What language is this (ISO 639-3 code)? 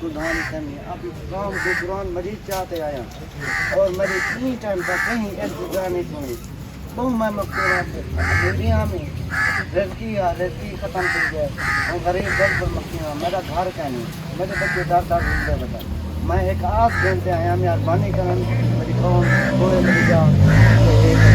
skr